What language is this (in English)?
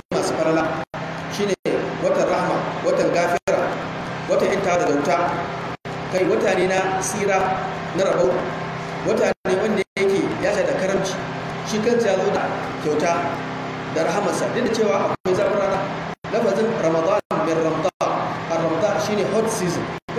Hausa